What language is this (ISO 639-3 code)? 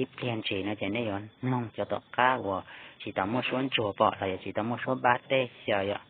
hmn